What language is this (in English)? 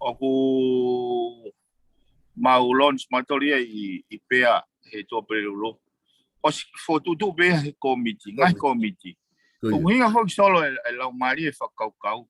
Tongan